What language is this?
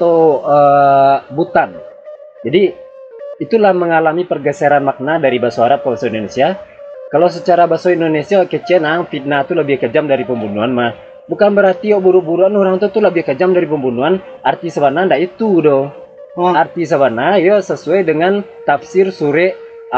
Minangkabau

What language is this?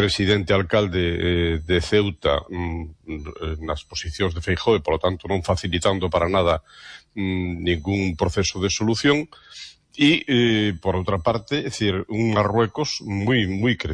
Galician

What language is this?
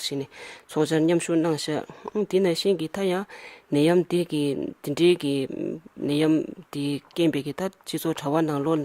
Tibetan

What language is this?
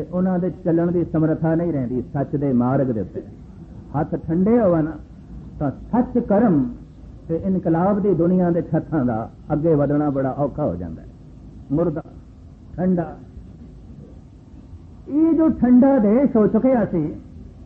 Punjabi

